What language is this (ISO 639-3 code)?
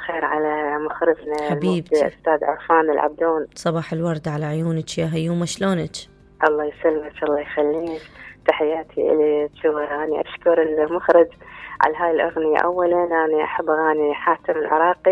acm